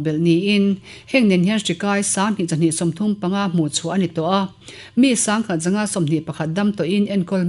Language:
Mizo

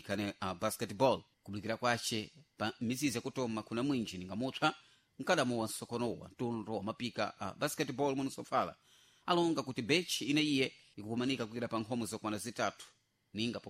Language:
Sena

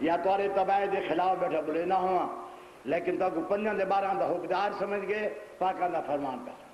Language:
Saraiki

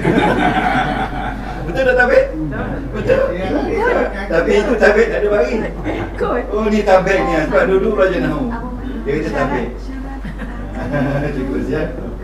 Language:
Malay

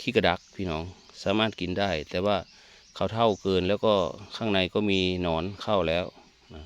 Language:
Northeastern Thai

